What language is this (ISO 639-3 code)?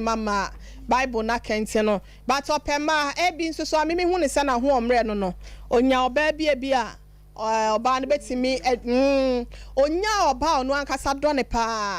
aka